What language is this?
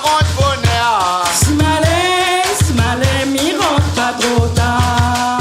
Réunion Creole French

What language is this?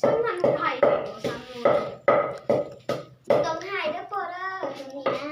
Northeastern Thai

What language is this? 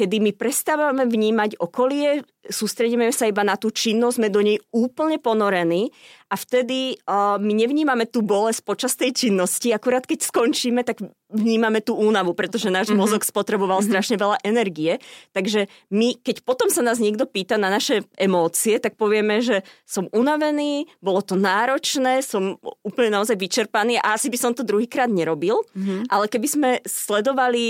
Slovak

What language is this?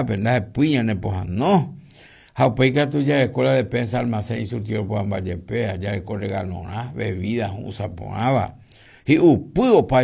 Guarani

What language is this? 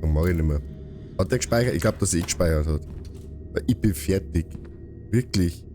Bavarian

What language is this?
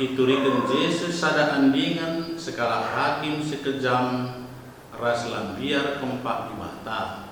Batak Karo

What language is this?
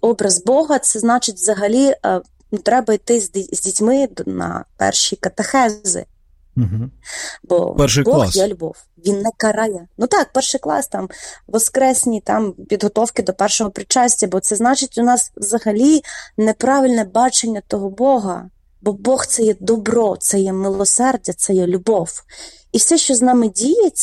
Ukrainian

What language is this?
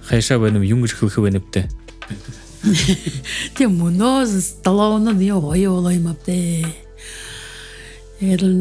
Buriat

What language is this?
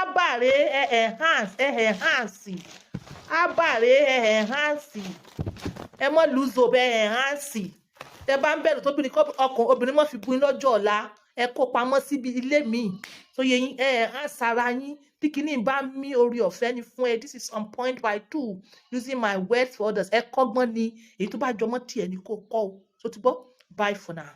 Yoruba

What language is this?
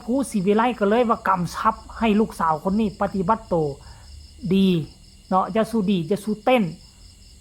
Northeastern Thai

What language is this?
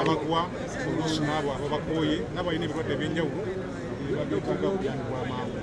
Ganda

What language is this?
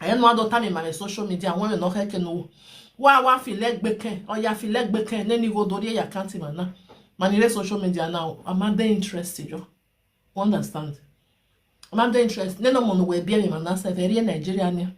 Nigerian Pidgin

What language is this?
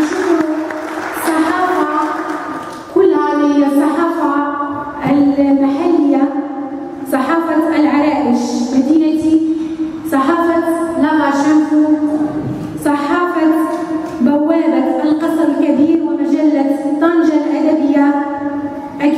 Moroccan Arabic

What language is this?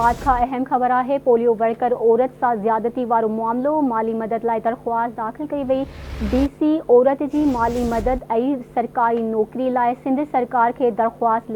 Sindhi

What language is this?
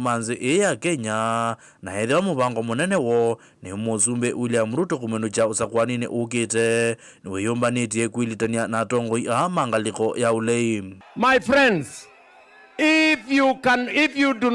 Kamba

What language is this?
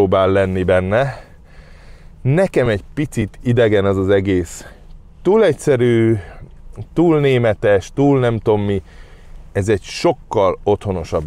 Hungarian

